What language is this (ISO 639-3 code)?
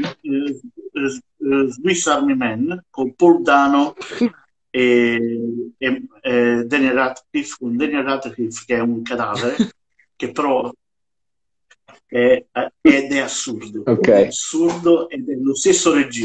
ita